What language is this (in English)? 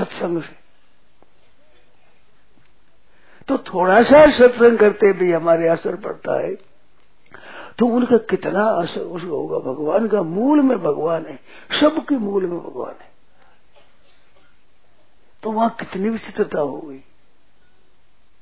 Hindi